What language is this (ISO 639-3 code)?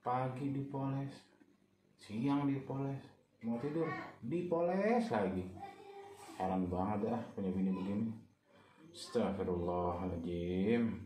bew